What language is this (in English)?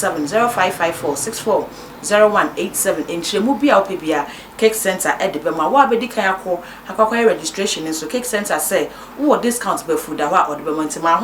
Akan